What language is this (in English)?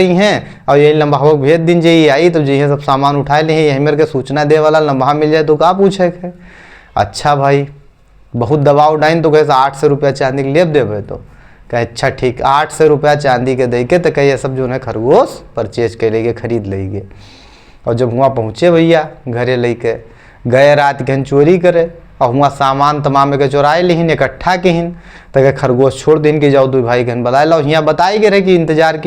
Awadhi